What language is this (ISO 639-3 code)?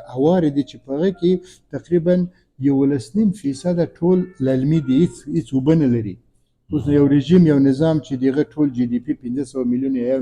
pus